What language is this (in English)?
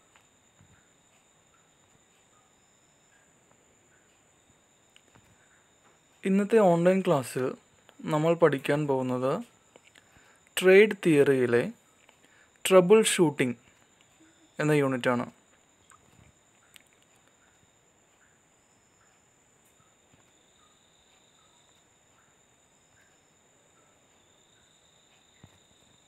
Malayalam